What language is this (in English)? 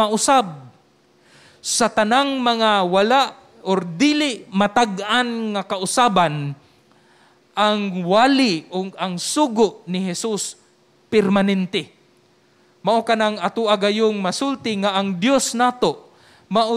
Cebuano